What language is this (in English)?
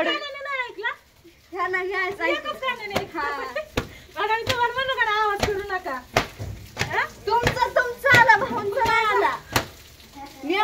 Marathi